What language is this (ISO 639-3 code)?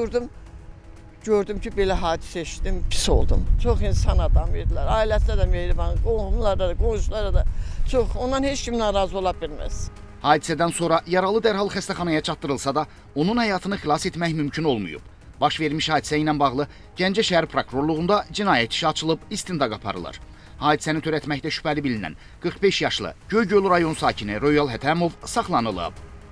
aze